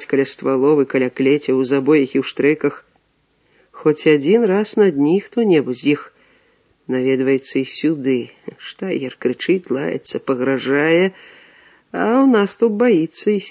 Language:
Belarusian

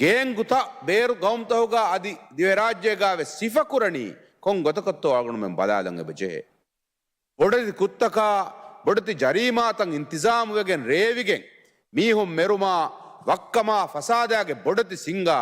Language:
Divehi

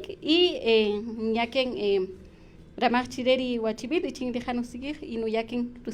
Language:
Kaqchikel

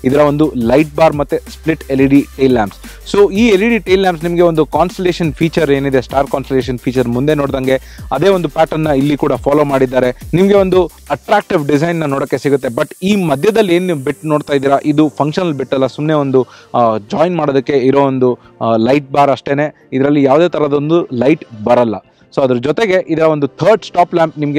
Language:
Kannada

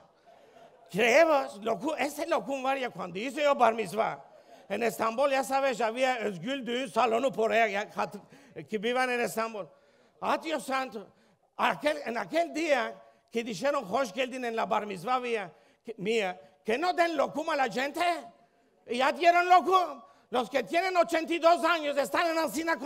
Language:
Ladino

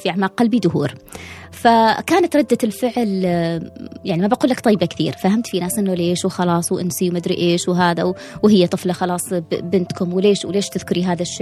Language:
Gulf Arabic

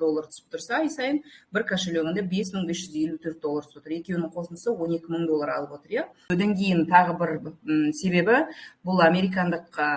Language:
Kazakh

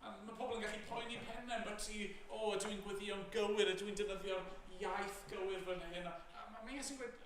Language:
Welsh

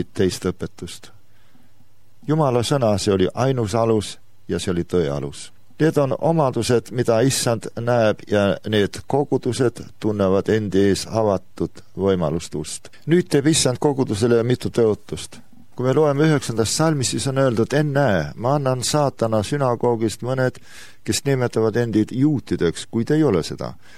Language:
Estonian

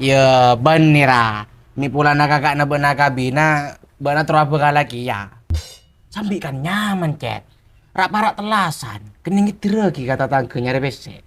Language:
Madurese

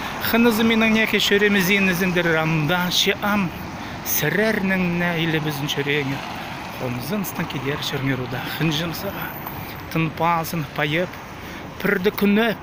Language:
Khakas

